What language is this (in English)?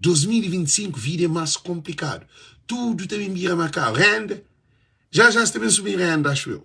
Kabuverdianu